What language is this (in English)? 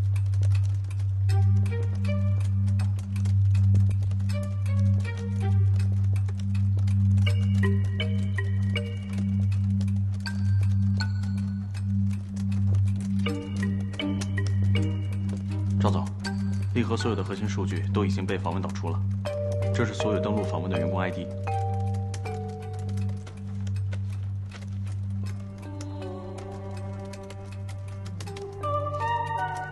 Chinese